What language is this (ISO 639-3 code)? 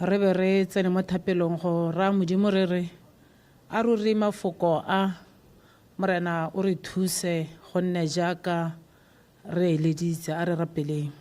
tsn